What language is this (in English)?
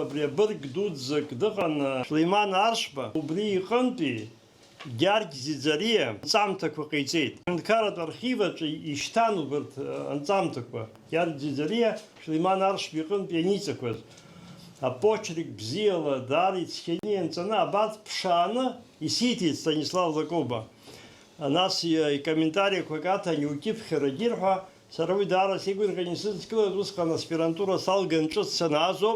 Abkhazian